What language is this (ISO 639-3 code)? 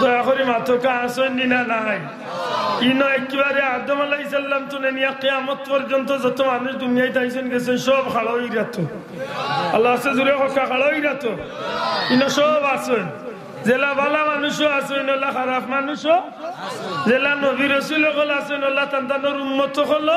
syl